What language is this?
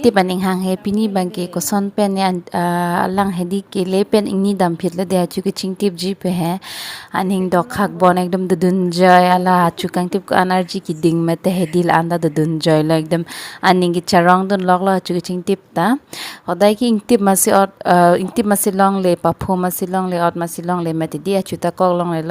Karbi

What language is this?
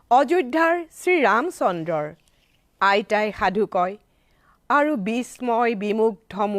Assamese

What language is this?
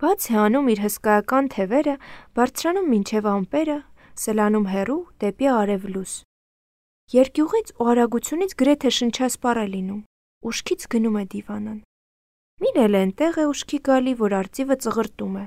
Armenian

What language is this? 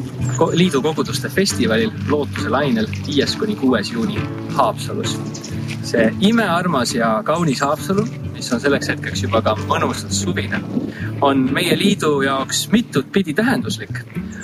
Estonian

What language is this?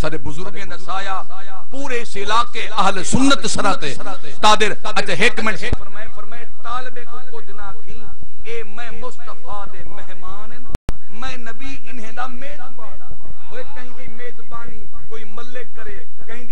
Saraiki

